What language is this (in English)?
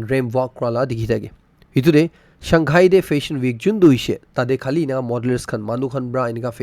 Naga Pidgin